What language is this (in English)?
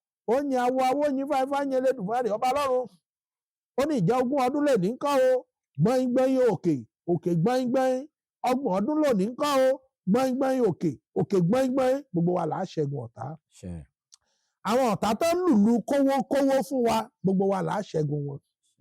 Yoruba